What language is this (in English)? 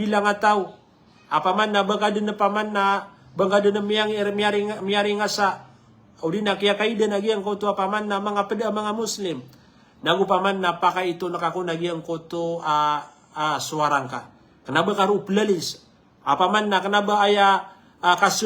Maranao